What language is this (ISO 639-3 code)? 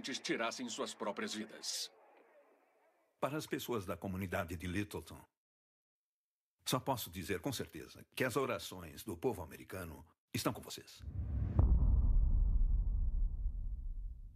por